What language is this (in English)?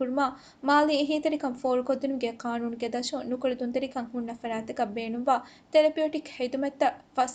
Divehi